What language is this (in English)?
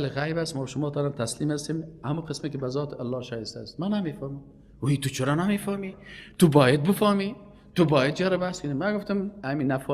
Persian